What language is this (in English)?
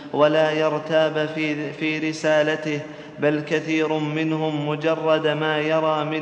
Arabic